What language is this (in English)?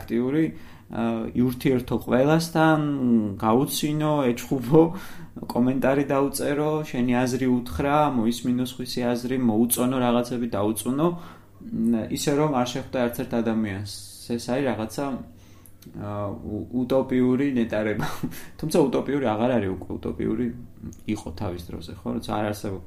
Georgian